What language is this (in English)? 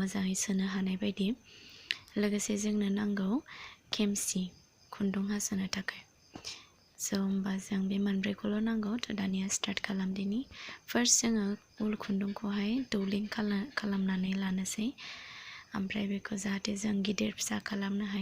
Bodo